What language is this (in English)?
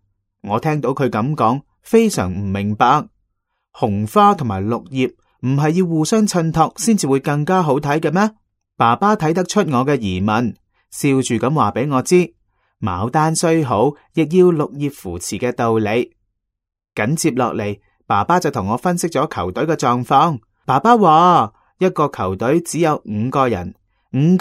Cantonese